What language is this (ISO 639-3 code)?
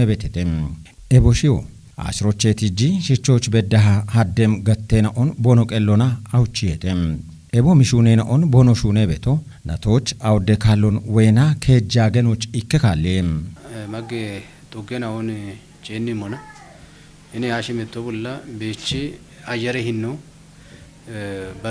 kbr